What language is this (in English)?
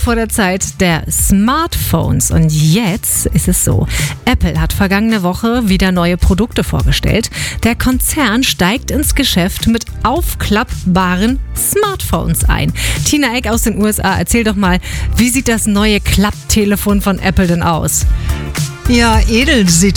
German